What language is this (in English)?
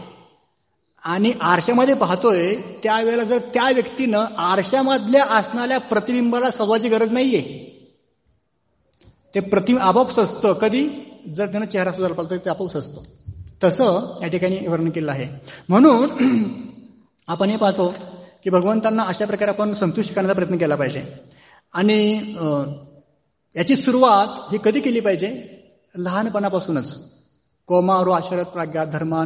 Marathi